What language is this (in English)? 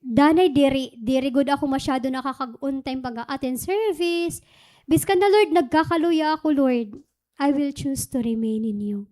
Waray